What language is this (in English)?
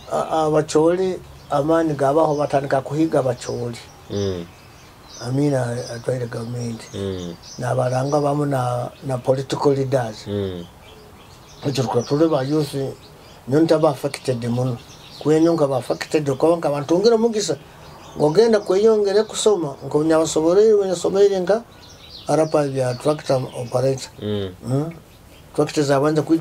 Nyoro